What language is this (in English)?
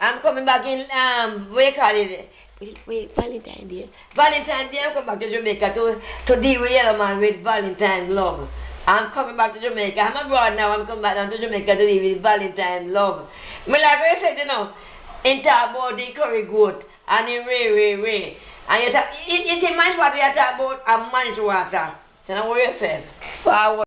Jamaican Creole English